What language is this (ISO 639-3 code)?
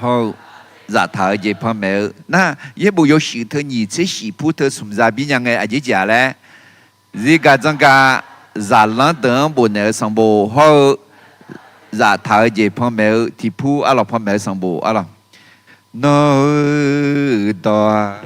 ahk